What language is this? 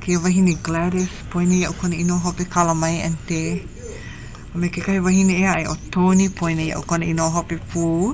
Hawaiian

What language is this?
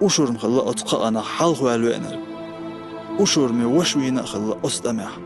Chechen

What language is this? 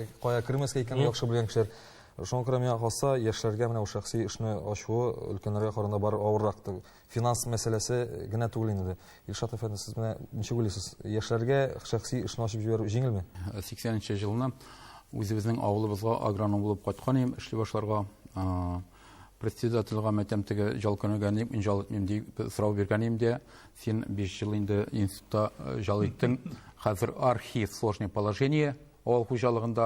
Tatar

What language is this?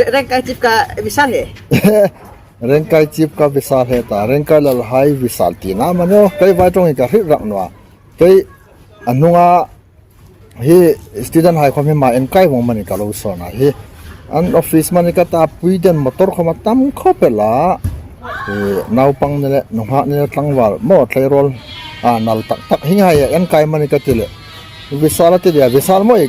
Hmar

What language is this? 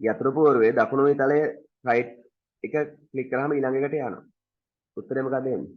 Sinhala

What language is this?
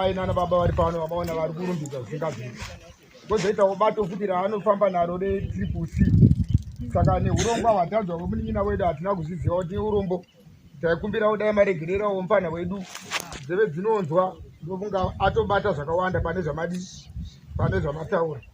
Shona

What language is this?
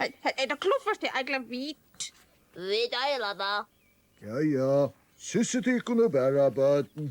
Faroese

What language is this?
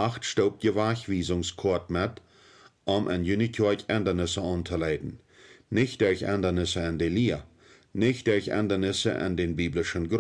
Plautdietsch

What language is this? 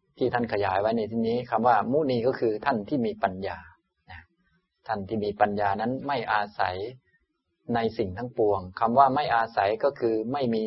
Thai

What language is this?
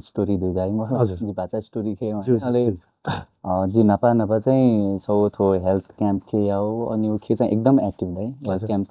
Newari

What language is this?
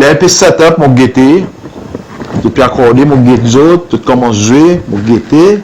Seselwa Creole French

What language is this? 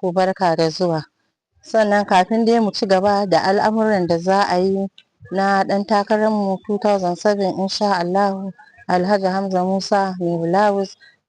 Hausa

